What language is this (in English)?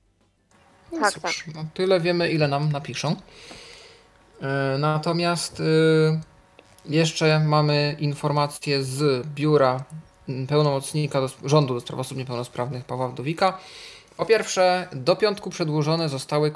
Polish